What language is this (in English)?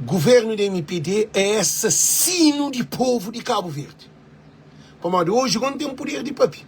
Kabuverdianu